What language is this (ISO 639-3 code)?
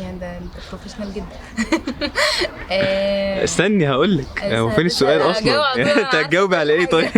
arz